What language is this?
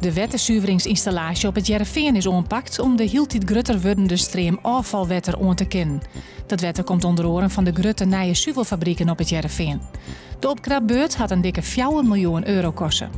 Western Frisian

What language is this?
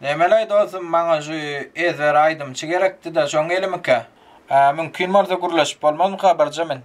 Turkmen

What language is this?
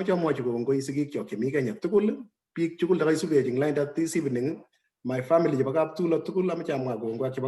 Kalenjin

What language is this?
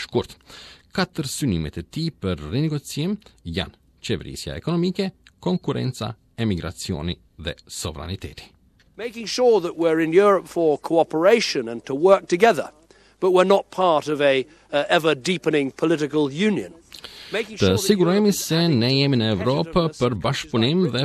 Albanian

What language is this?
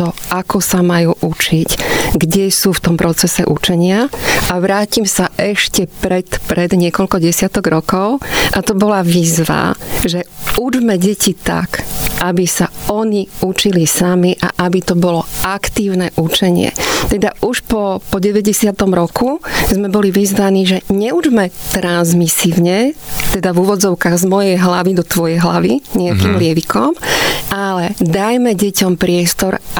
Slovak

